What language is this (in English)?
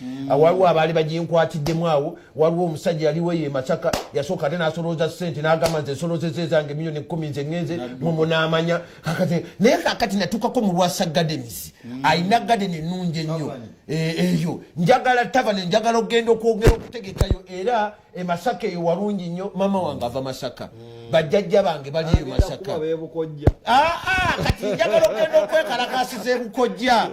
Ganda